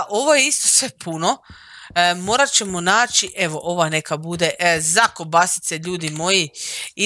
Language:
Croatian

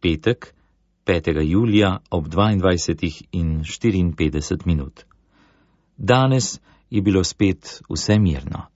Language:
Slovenian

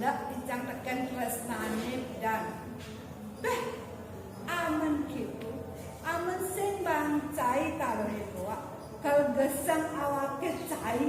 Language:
Balinese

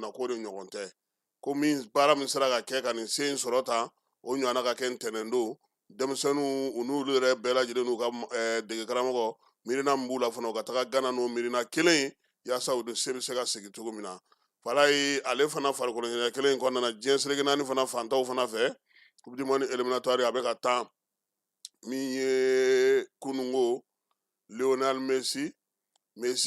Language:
Bambara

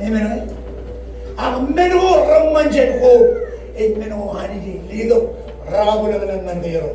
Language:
Marshallese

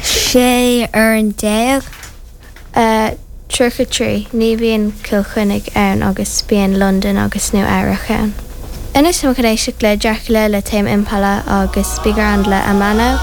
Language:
Irish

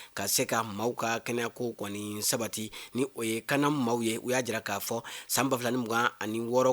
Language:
Bambara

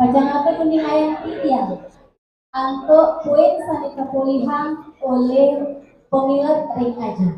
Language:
Balinese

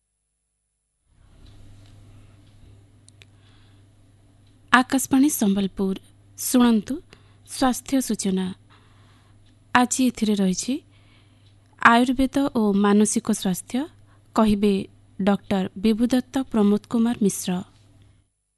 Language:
Odia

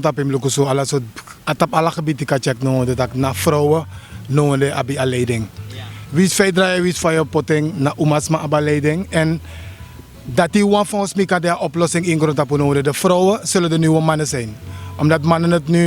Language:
Sranan Tongo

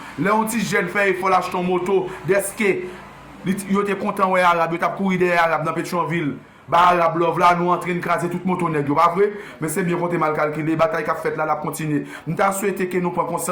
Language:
Haitian Creole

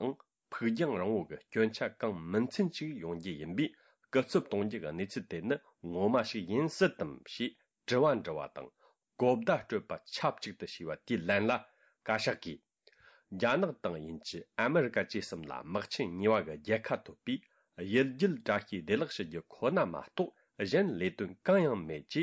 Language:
Tibetan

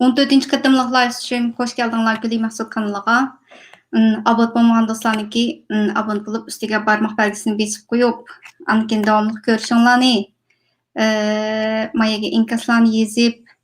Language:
Uyghur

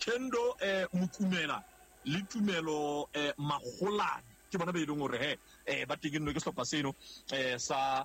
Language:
Southern Sotho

